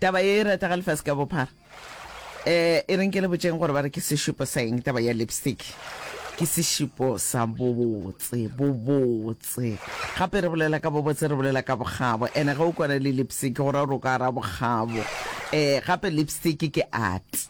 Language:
Northern Sotho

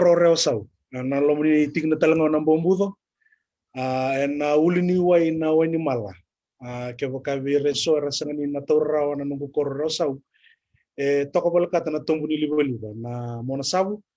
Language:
Fijian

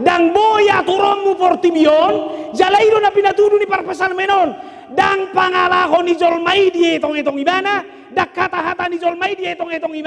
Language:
Batak Toba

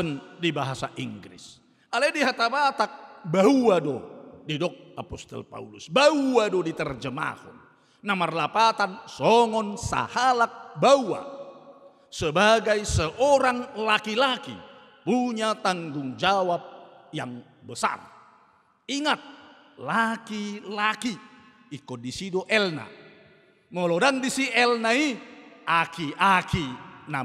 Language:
Batak Toba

